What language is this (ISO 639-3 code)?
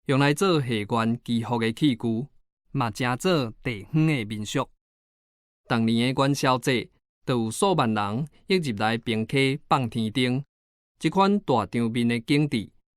nan